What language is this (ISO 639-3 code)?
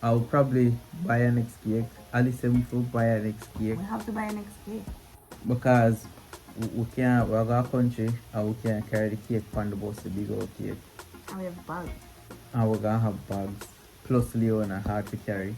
jam